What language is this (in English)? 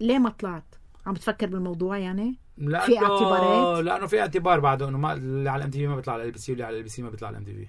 North Levantine Arabic